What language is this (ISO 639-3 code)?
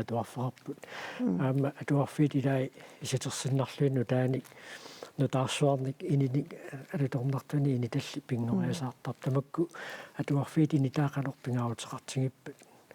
kal